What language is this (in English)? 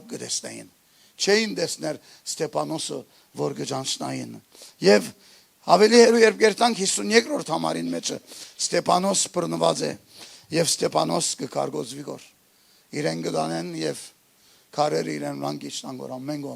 Western Armenian